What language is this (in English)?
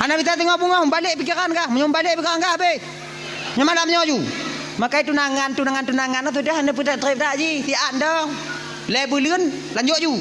Achinese